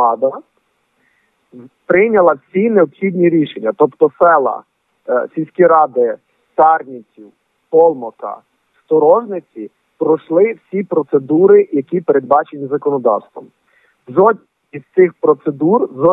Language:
Ukrainian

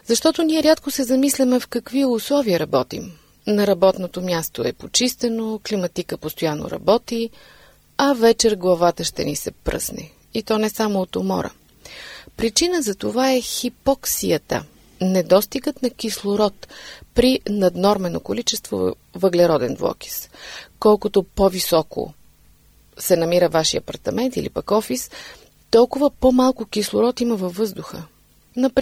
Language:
Bulgarian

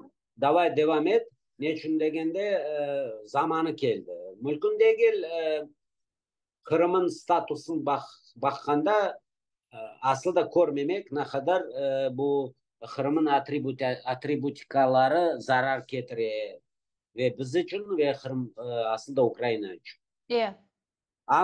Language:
Crimean Tatar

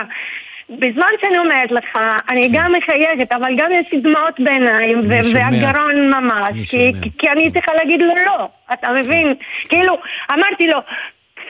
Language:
Hebrew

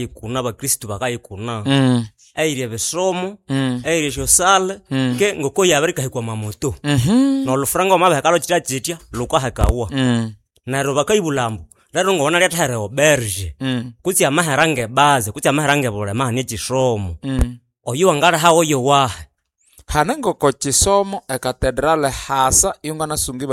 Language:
Nande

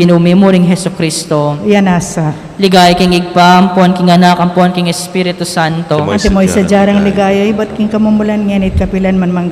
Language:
Pampanga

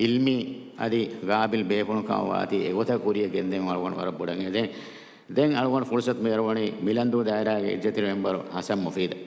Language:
Divehi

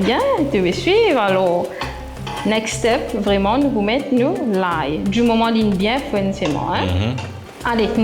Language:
Morisyen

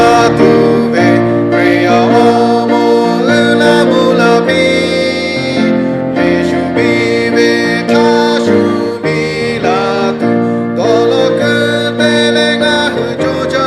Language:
Lahu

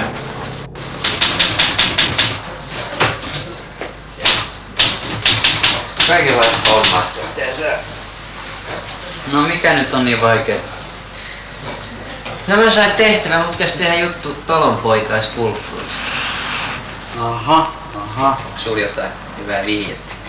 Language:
Finnish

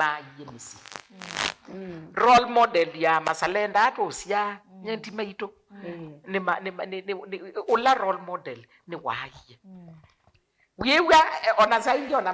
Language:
Kamba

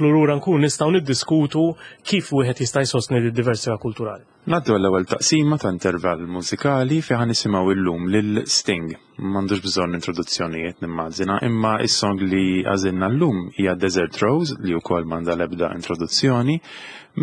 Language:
Maltese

